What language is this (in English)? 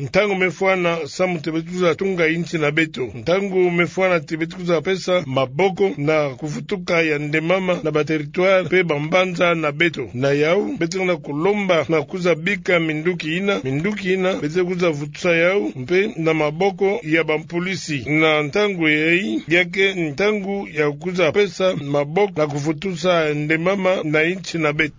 Kituba (Democratic Republic of Congo)